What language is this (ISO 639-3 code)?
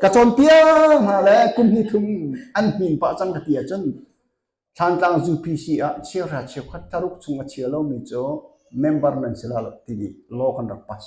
cnh